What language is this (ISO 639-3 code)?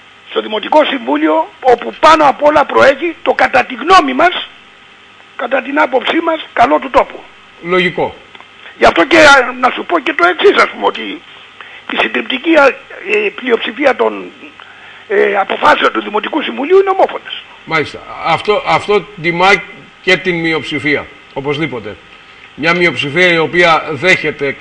ell